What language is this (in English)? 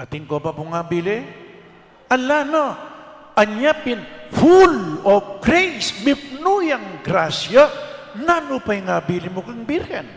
Pampanga